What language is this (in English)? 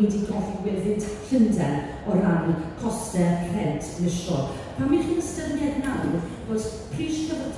Welsh